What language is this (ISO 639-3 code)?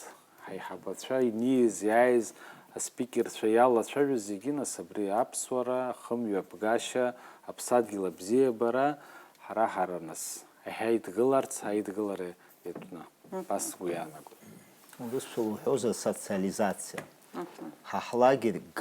abk